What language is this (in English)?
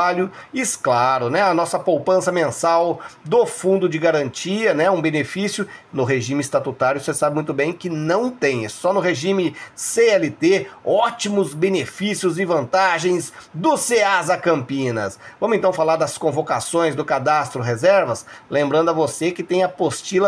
Portuguese